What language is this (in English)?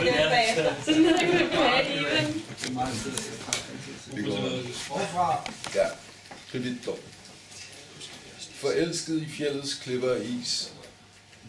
Danish